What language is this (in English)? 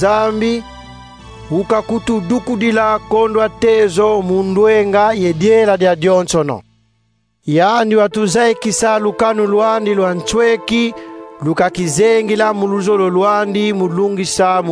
Kongo